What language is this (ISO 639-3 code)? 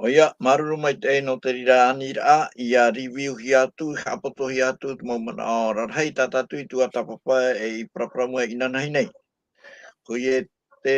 tah